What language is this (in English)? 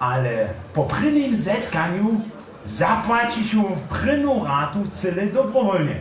Upper Sorbian